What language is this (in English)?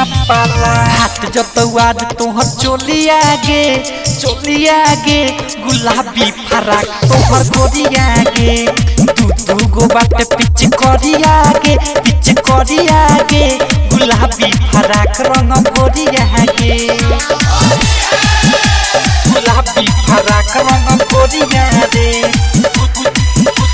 Bhojpuri